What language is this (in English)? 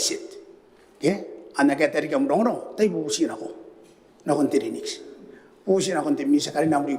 Gilbertese